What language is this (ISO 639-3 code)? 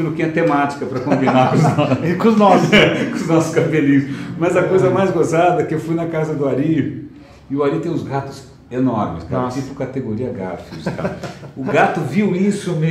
por